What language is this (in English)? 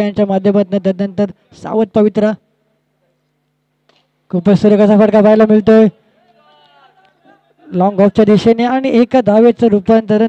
Marathi